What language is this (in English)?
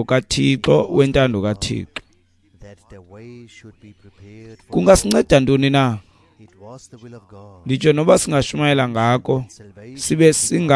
Xhosa